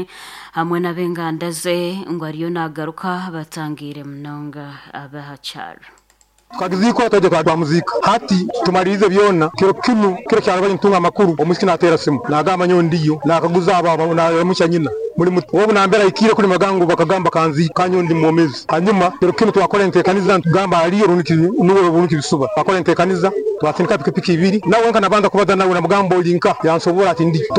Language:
Nyankole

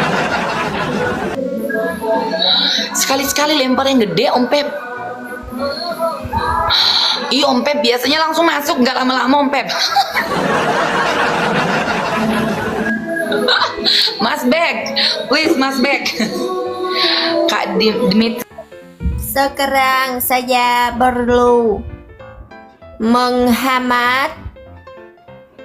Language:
Indonesian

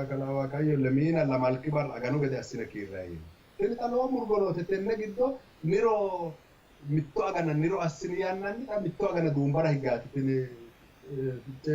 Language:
Sidamo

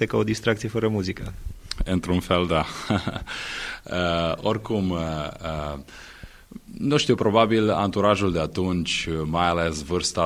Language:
Romanian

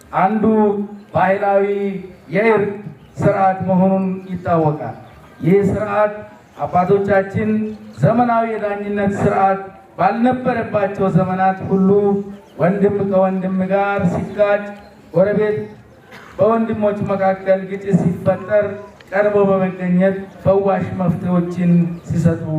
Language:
Amharic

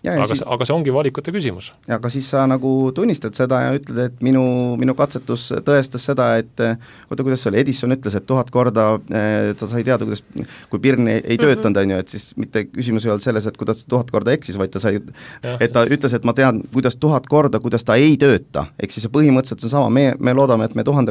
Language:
Estonian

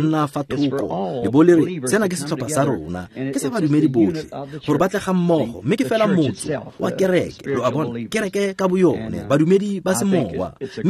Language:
Tswana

